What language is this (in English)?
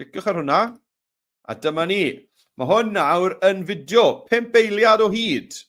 Welsh